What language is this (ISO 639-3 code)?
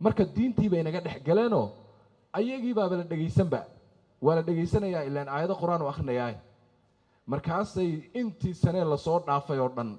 som